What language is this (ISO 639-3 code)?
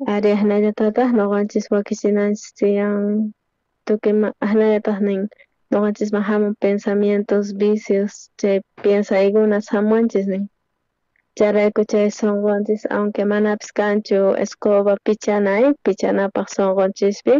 quh